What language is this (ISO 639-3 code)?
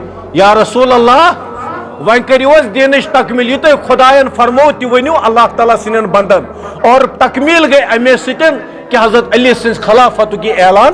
kas